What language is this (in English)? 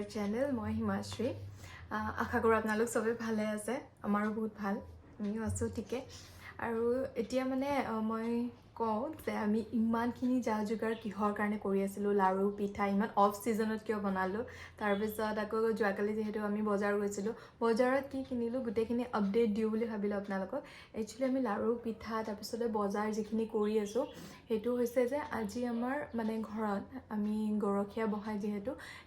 Assamese